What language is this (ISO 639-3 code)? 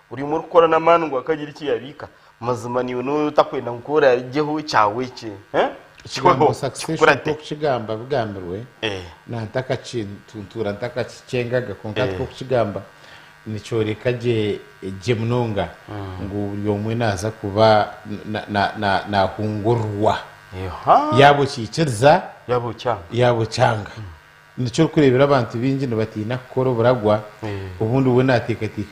nyn